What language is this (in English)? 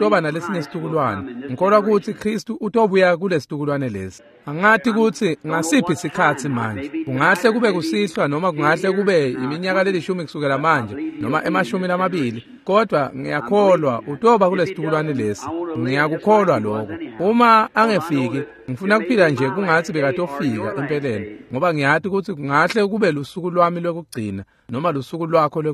Swati